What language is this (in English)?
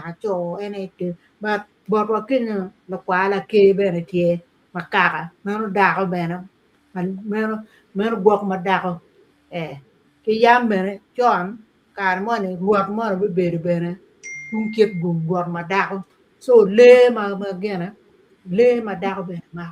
Acoli